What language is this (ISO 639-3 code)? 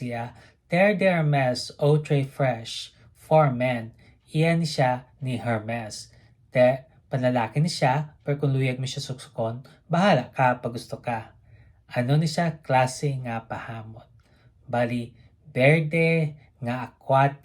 hil